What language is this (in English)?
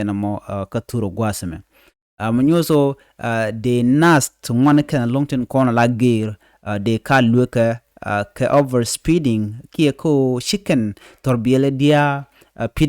Nuer